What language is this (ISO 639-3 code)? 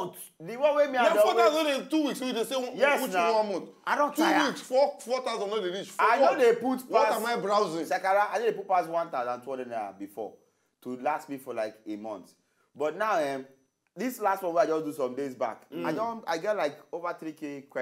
pcm